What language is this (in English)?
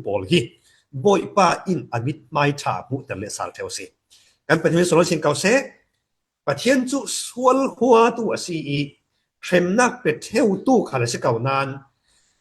Falam Chin